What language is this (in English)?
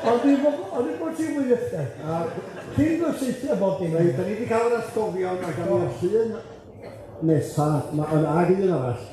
Welsh